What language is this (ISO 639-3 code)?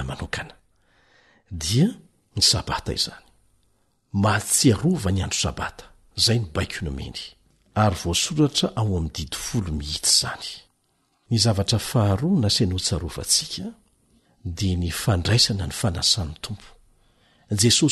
mlg